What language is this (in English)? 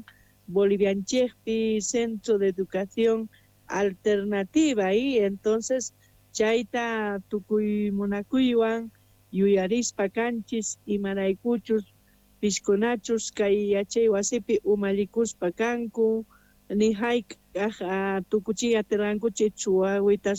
Quechua